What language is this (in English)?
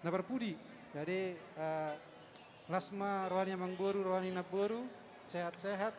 Batak Toba